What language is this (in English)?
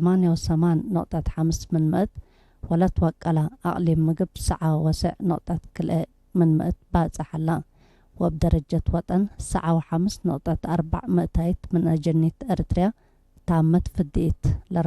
Tigre